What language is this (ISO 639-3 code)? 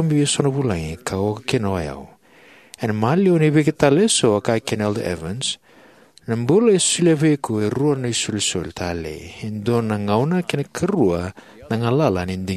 fij